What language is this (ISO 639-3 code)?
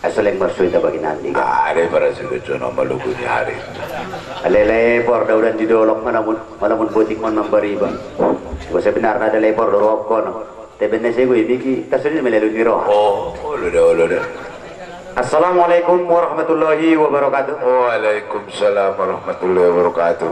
akb